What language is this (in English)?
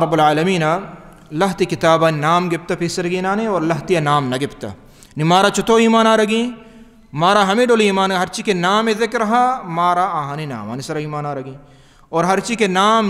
Baluchi